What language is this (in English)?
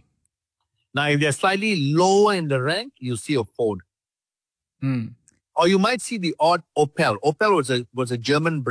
English